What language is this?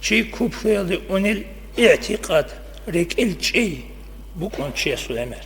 Avaric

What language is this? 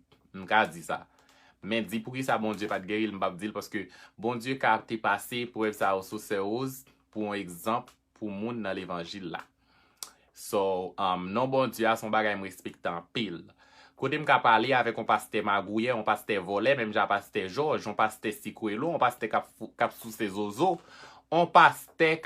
Haitian Creole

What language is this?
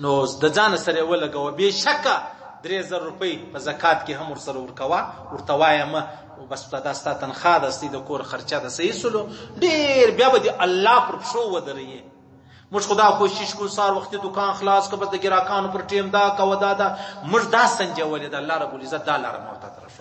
Pashto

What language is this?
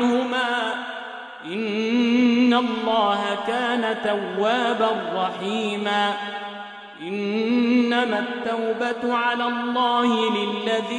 Arabic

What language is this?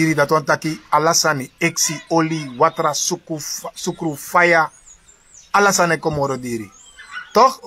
Sranan Tongo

